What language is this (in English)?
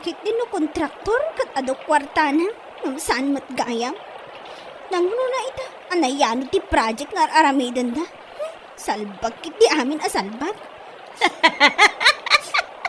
Iloko